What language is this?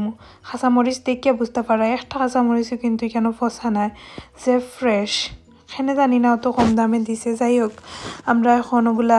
Sylheti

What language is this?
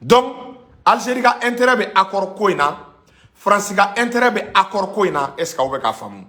Bambara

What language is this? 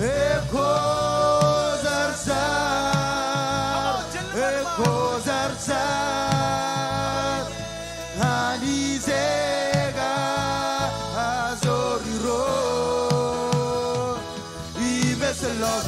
Marshallese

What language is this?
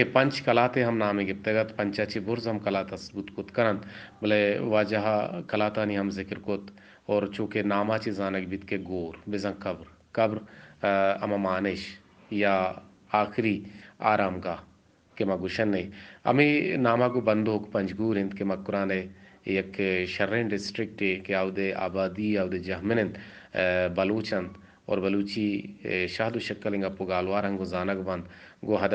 Eastern Balochi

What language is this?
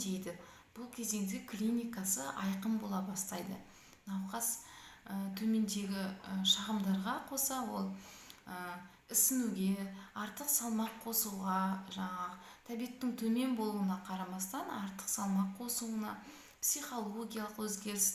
Kazakh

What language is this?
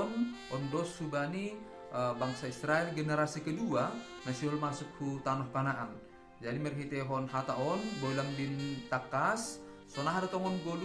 Batak Simalungun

